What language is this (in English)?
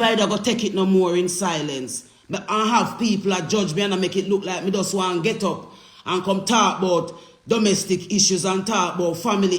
Jamaican Creole English